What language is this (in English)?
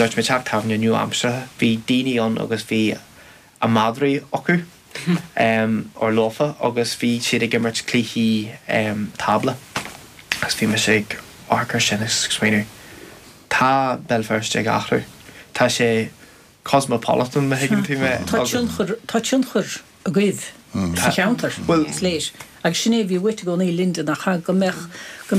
Irish